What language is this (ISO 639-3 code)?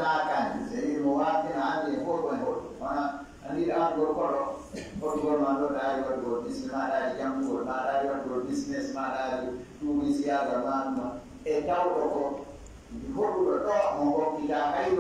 ful